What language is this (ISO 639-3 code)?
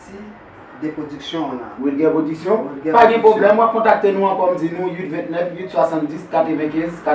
hat